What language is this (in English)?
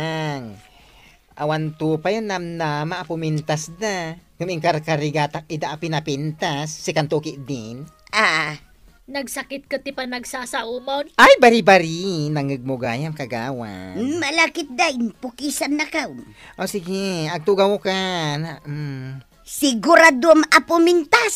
Iloko